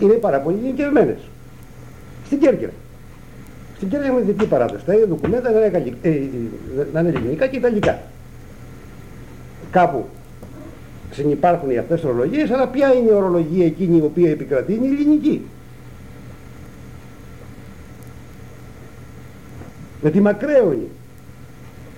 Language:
Greek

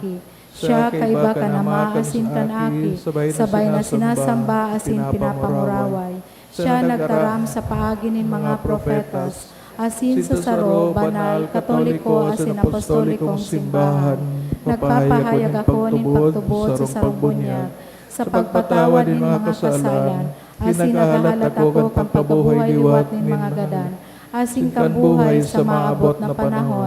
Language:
Bikol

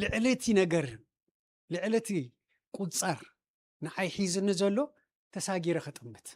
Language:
Tigrinya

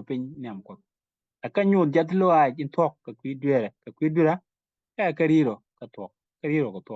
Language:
Nuer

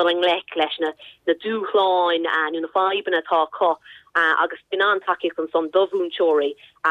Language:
Irish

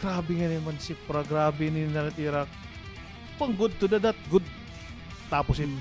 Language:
Waray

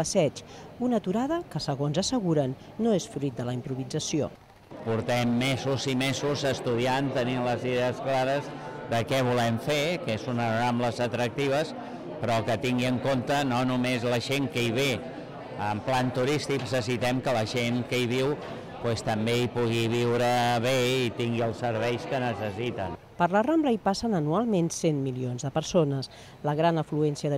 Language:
Catalan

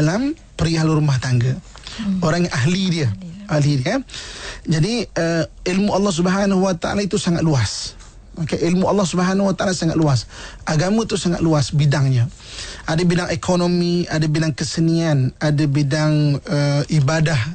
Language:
Malay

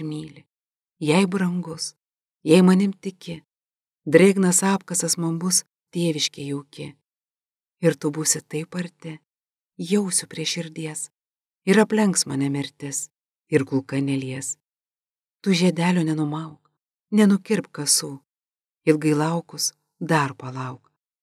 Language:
Lithuanian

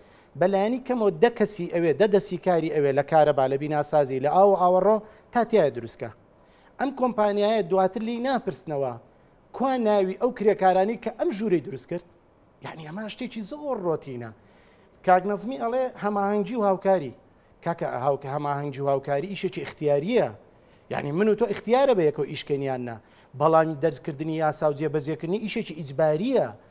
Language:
Central Kurdish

